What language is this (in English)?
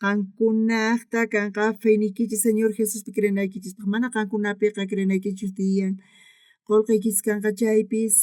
South Bolivian Quechua